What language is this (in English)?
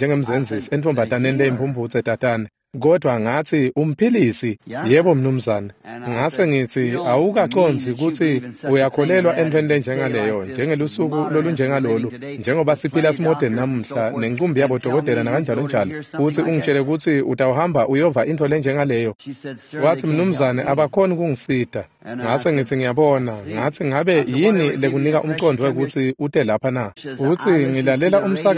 Swati